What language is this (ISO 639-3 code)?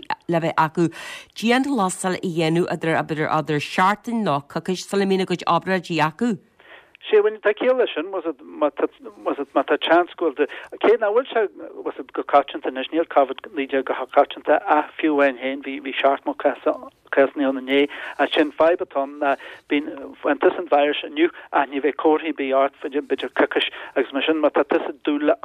gle